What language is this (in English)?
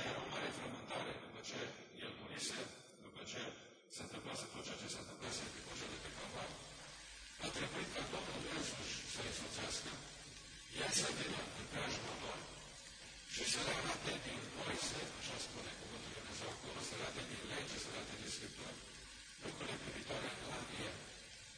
Romanian